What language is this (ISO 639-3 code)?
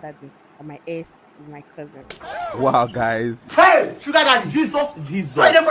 pcm